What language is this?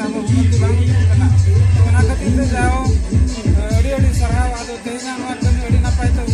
Santali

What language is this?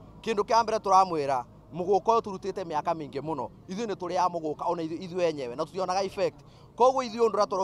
Kikuyu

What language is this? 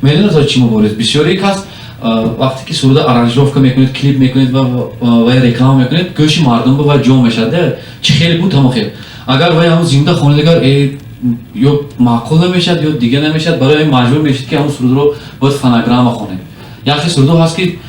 Tajik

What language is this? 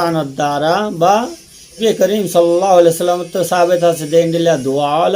Rohingya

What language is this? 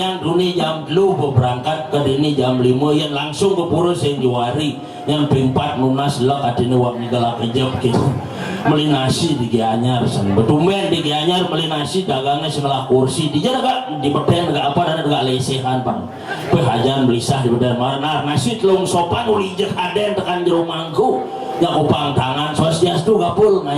Balinese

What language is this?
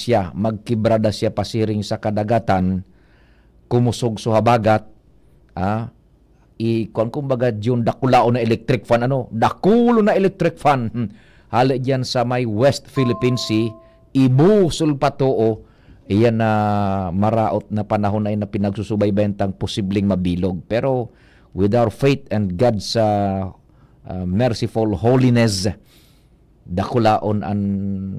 Bikol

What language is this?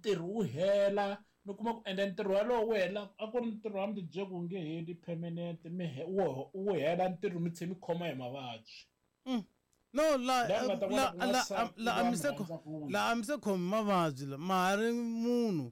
Tsonga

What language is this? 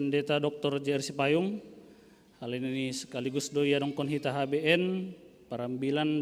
Batak Simalungun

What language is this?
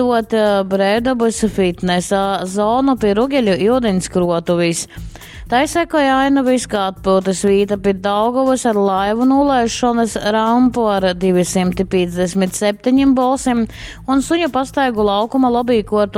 Latgalian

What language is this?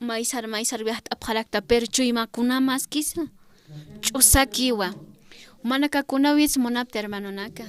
Aymara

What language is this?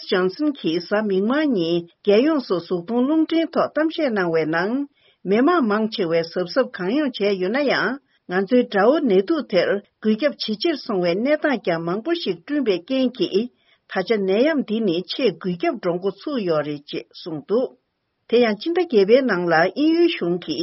Tibetan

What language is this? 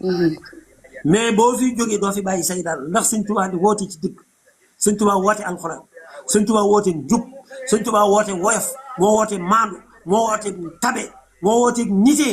Wolof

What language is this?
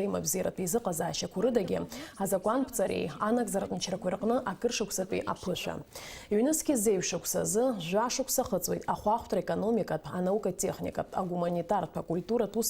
Abkhazian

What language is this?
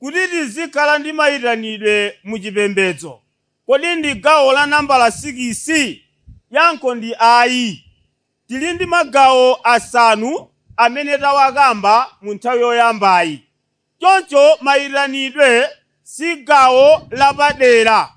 Nyanja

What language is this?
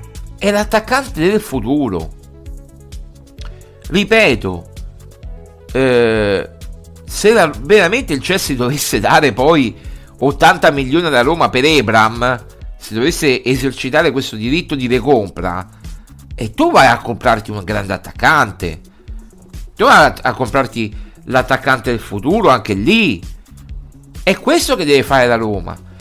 Italian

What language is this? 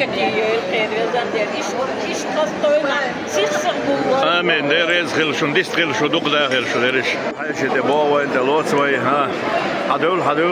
Chechen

